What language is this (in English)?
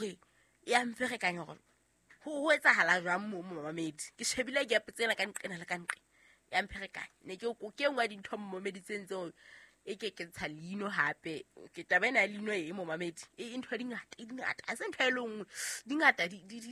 Southern Sotho